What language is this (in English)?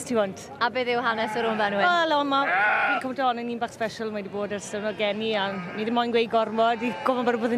Welsh